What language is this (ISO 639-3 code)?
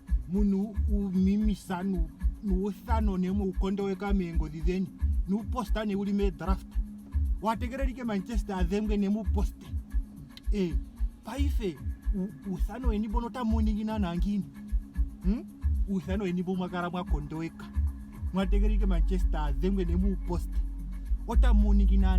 ndo